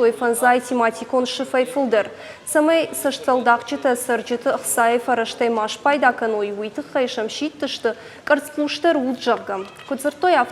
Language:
Ossetic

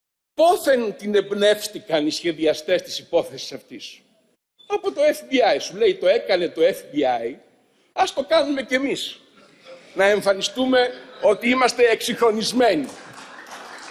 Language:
Greek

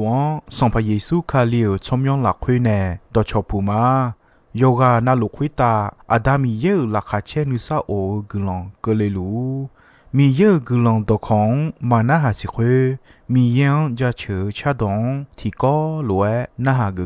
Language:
Akha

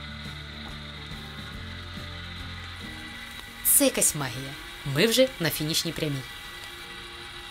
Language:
Ukrainian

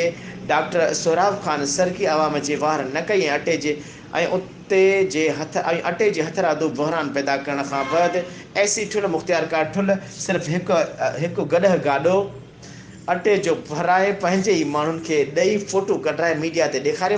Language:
Sindhi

